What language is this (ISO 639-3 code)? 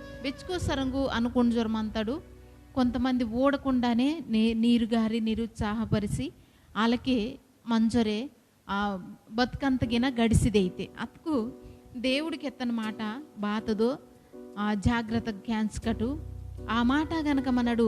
kff